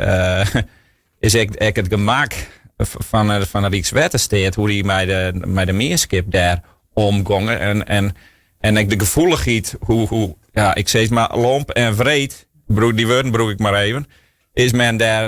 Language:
Western Frisian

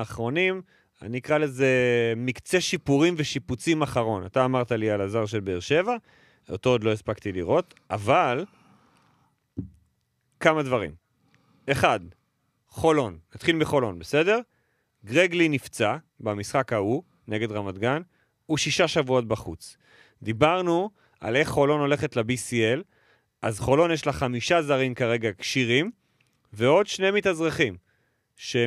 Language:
Hebrew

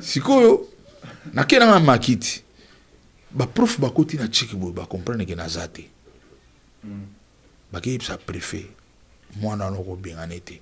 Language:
Lingala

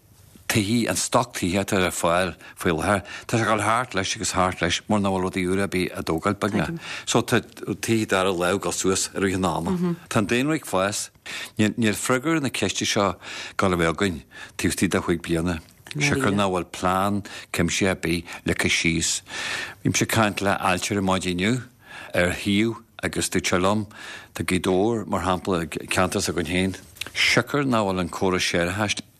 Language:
Irish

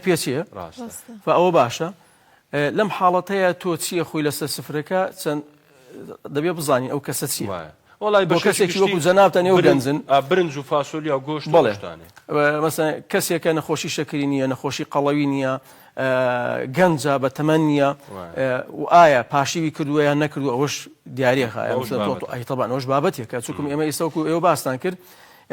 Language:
Central Kurdish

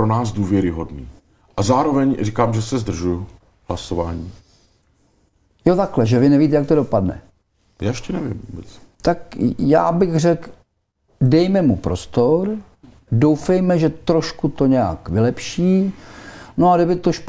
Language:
Czech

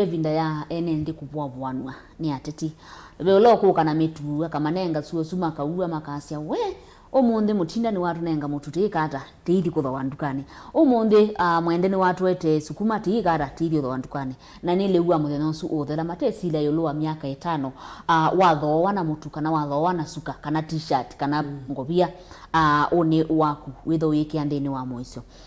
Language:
Kamba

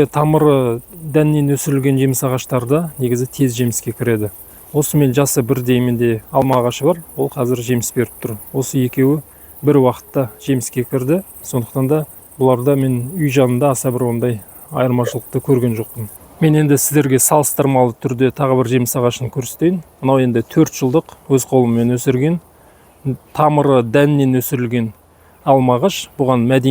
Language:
Kazakh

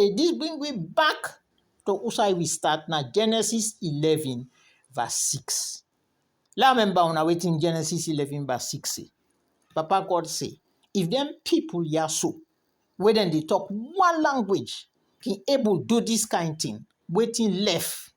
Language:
Krio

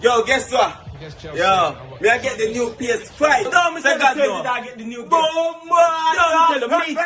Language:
Jamaican Creole English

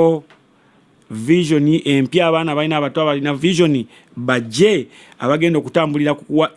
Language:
Ganda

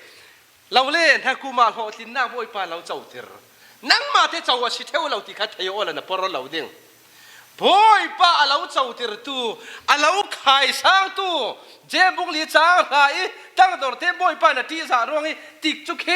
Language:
Falam Chin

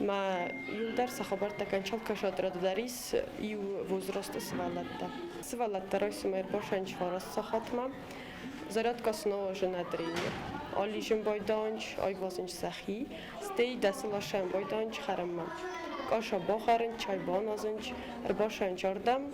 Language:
Ossetic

